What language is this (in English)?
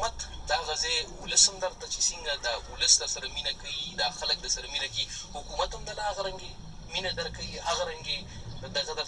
Pashto